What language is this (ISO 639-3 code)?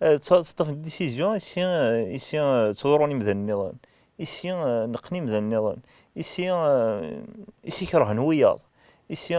kab